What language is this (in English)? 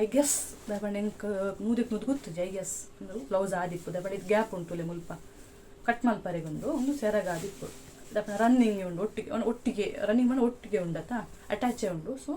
Tulu